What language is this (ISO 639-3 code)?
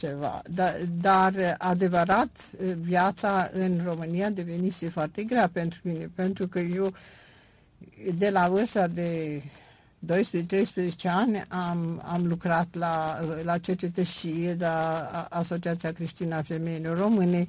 ron